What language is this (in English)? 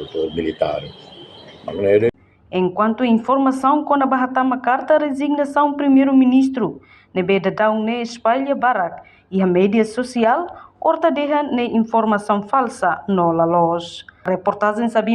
Tetum